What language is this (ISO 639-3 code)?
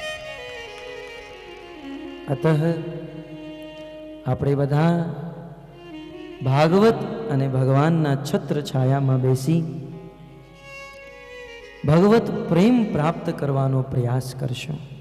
guj